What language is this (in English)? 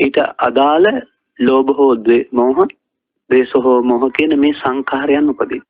Sinhala